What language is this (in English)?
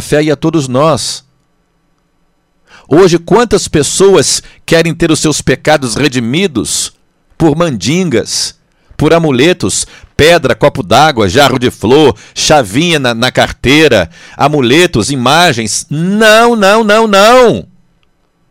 Portuguese